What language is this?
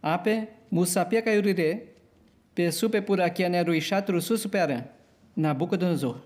Nheengatu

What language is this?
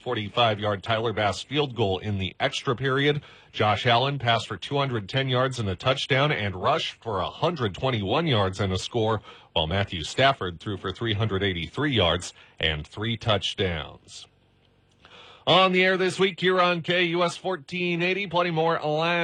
English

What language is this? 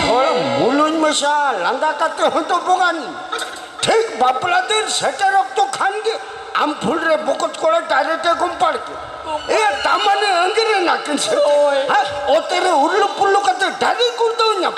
Santali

